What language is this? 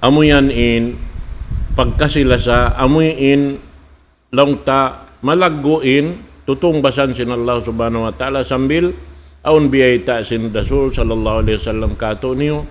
Tausug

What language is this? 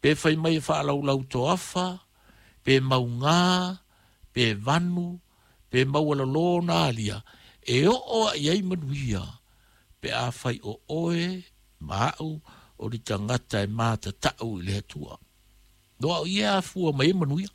Samoan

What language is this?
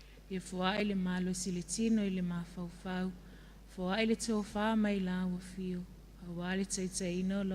Samoan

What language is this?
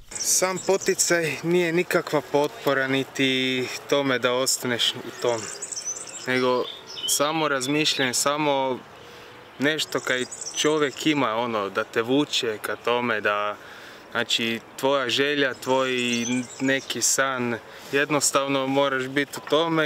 Croatian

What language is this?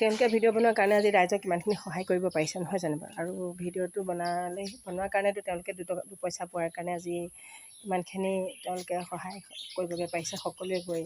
Assamese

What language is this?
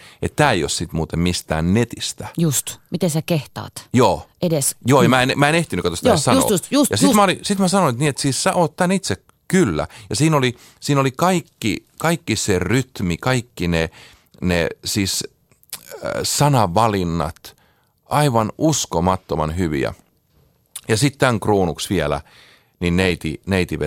Finnish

